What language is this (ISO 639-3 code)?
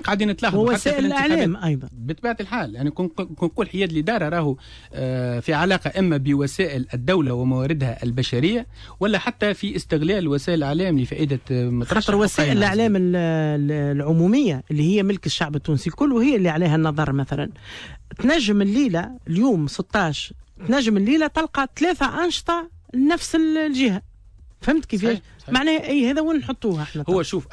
aeb